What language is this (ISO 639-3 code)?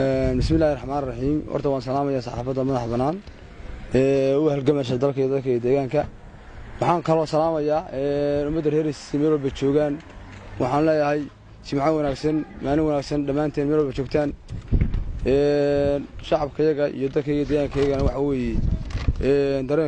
som